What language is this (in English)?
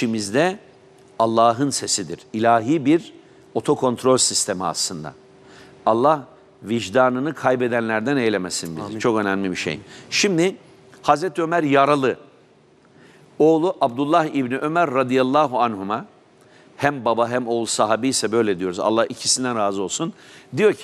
Turkish